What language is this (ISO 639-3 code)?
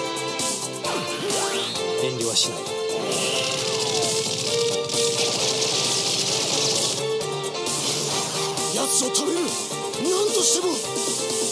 jpn